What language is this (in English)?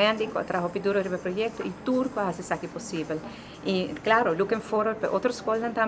Papiamento